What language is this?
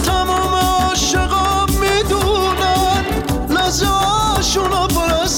Persian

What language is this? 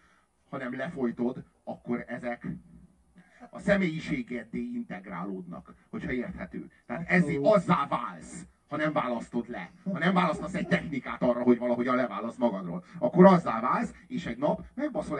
Hungarian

